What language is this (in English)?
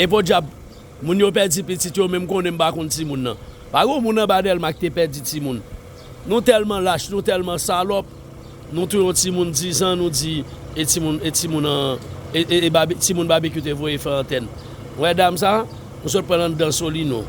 Haitian Creole